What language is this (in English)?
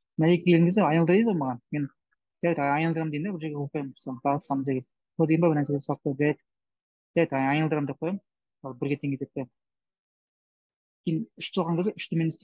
Kazakh